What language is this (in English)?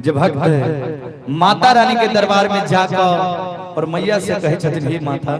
Maithili